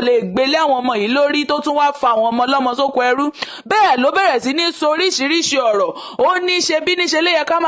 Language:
Yoruba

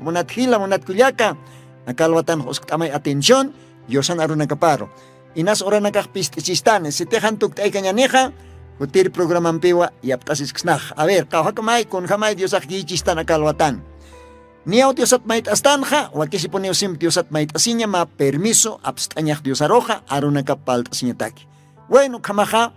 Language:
Aymara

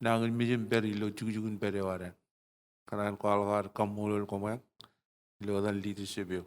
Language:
Marshallese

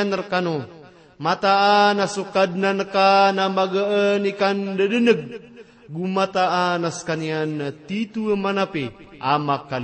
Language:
Maranao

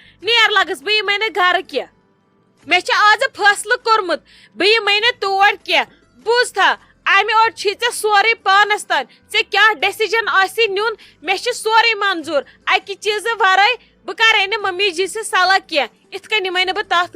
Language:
Kashmiri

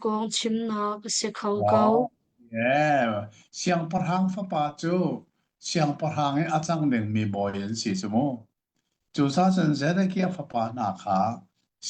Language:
Hakha Chin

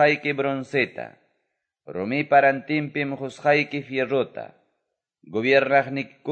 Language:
Quechua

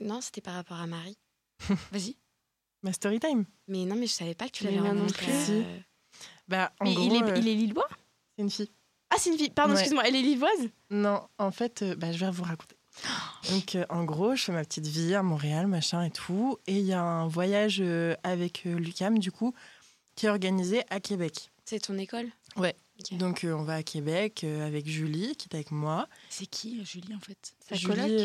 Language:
French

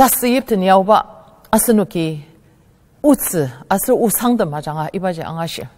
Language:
Ao Naga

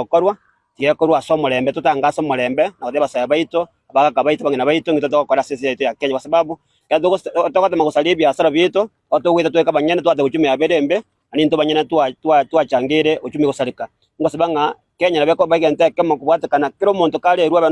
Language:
Gusii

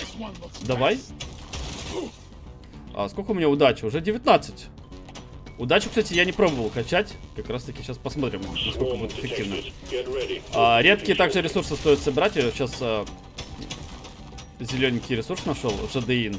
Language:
Russian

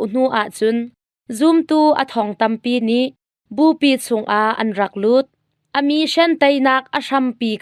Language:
Hakha Chin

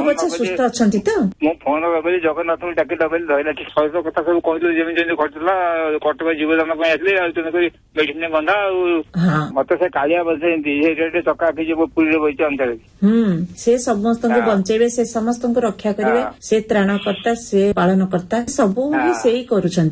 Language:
Odia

